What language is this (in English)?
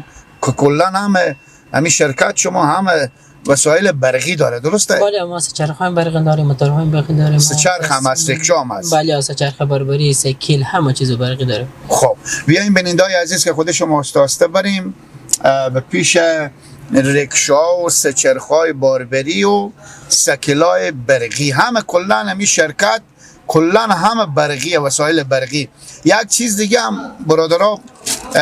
Persian